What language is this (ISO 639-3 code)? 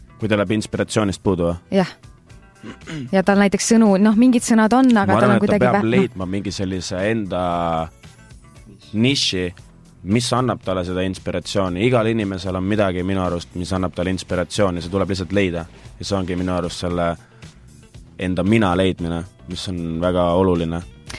est